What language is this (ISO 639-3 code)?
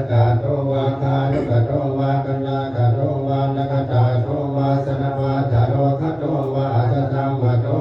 pli